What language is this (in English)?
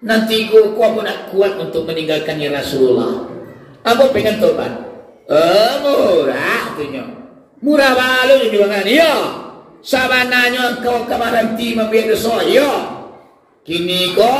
Minangkabau